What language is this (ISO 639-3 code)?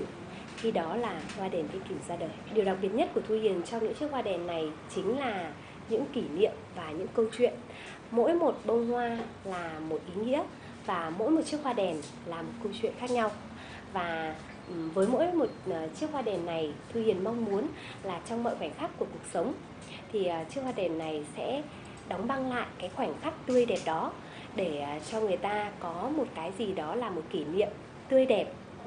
vie